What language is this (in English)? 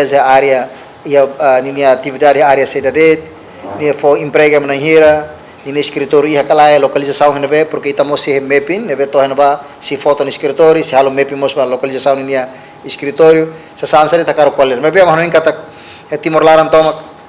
Tetum